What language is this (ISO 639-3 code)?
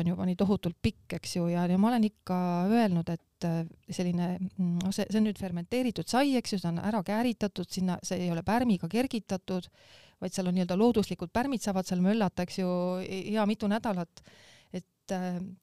est